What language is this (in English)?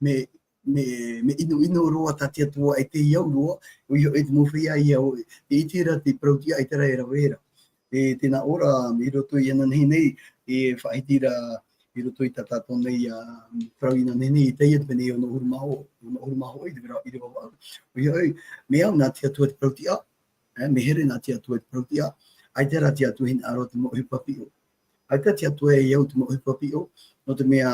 Tahitian